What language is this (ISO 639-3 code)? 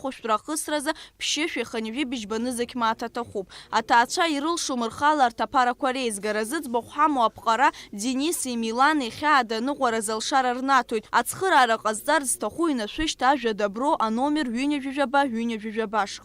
abk